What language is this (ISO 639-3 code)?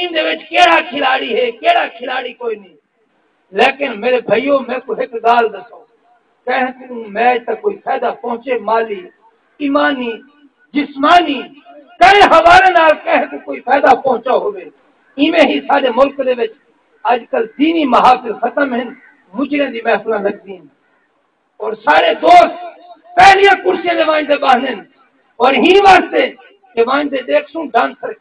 skr